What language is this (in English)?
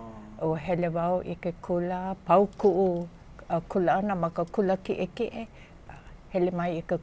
Hawaiian